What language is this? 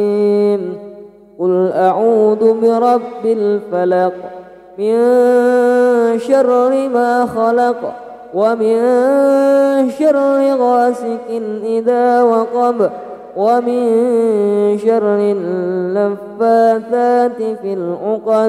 Arabic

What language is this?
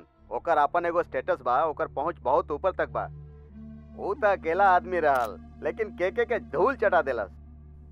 Bhojpuri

